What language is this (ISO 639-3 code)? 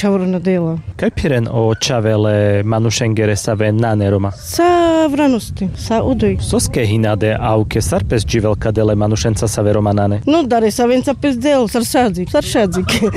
rmc